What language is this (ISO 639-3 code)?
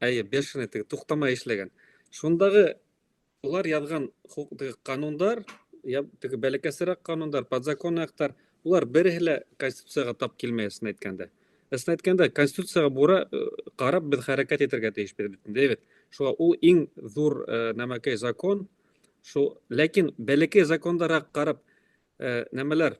bak